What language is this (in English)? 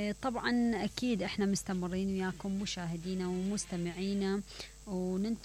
Mesopotamian Arabic